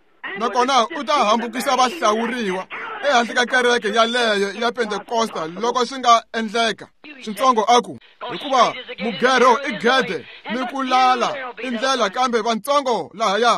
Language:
Tsonga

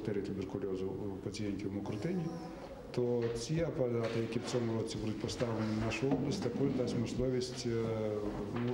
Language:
Ukrainian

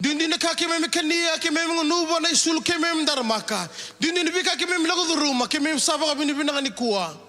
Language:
Fijian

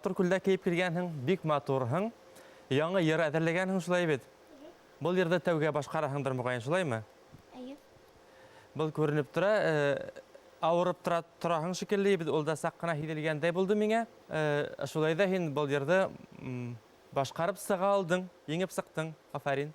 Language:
Bashkir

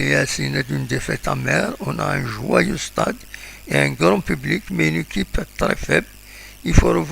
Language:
Kabyle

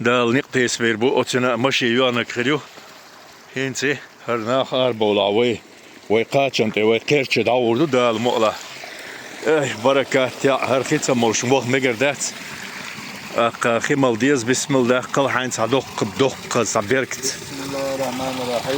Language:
Chechen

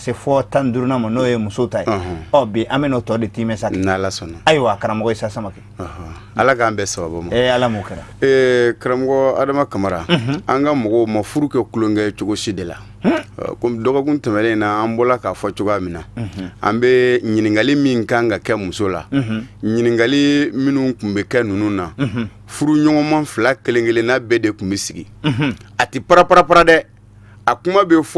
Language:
Bambara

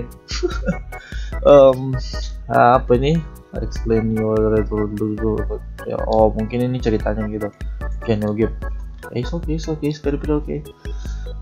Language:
Indonesian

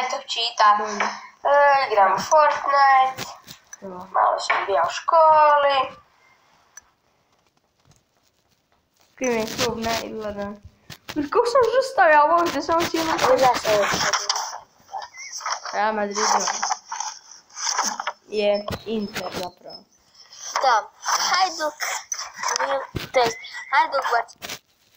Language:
Croatian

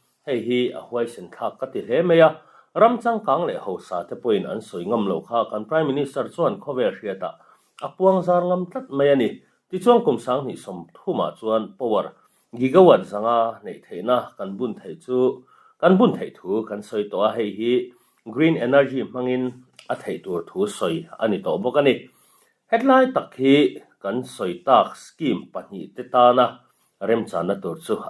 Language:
Mizo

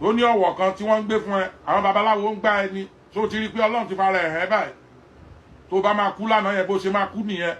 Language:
Yoruba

